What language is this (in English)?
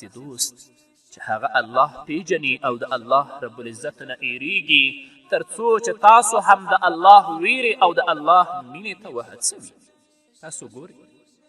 Pashto